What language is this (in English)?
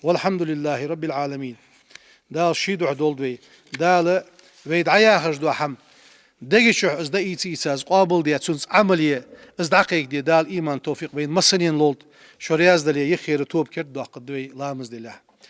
Ingush